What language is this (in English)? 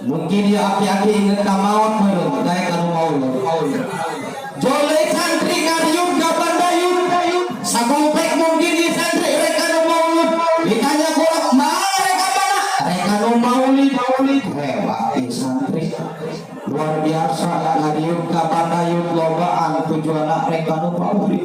Sundanese